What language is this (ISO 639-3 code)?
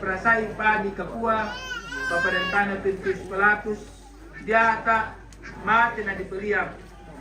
sda